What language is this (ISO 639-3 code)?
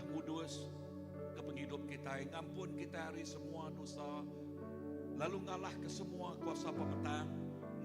iba